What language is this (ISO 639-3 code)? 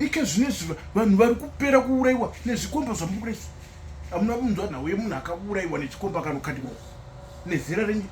sna